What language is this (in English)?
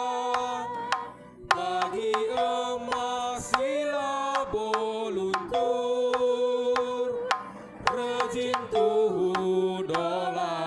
Batak Karo